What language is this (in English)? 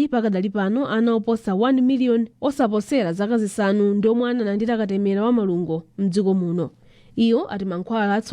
Nyanja